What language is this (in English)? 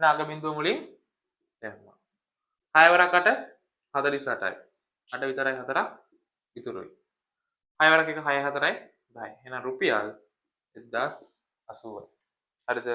Sinhala